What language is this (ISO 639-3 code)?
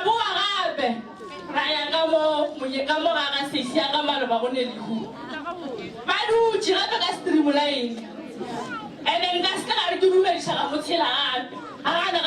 nso